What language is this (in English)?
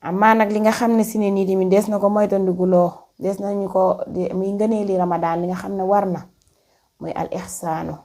Wolof